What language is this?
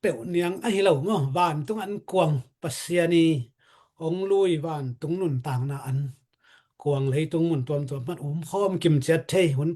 Tedim Chin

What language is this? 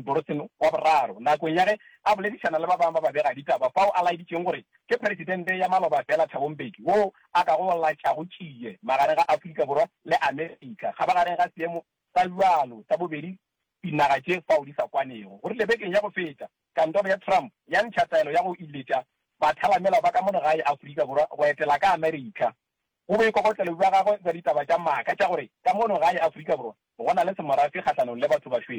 Northern Sotho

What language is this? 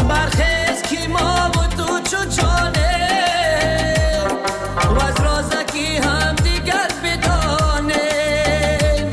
Tajik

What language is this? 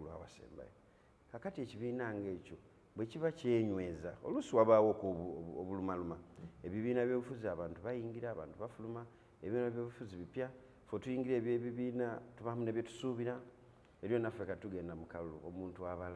Ganda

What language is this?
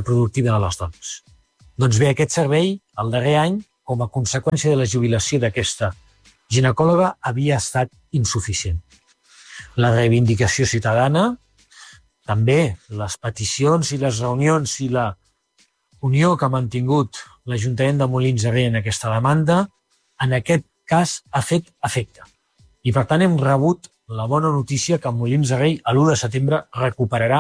Catalan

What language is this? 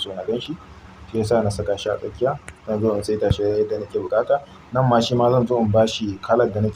Hausa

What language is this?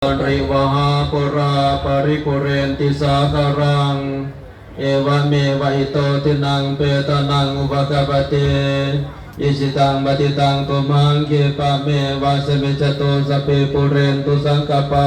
Pali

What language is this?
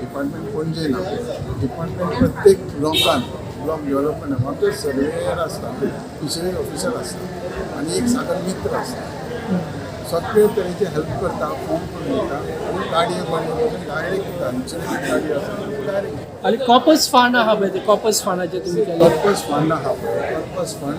Konkani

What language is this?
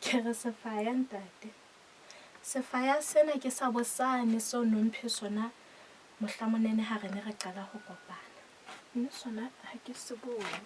Southern Sotho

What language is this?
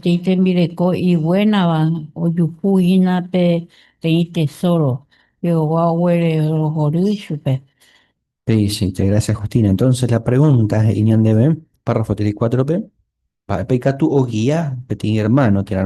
Guarani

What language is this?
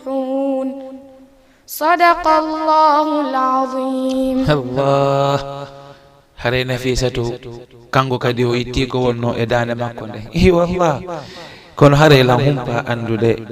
Fula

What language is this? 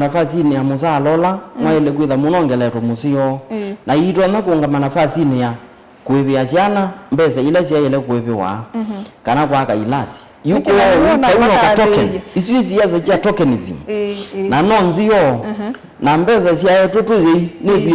Kamba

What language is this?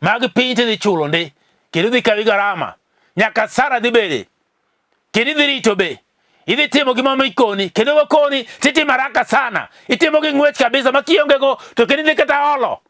Luo (Kenya and Tanzania)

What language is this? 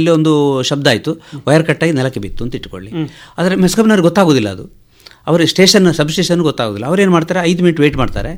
Kannada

